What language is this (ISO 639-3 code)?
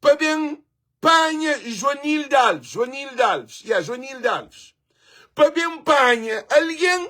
kea